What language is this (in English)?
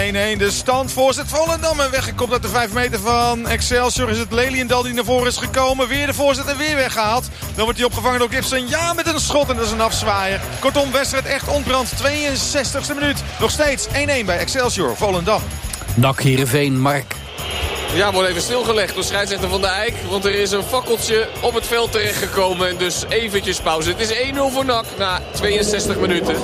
Dutch